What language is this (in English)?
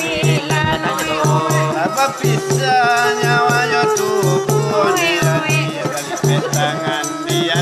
Minangkabau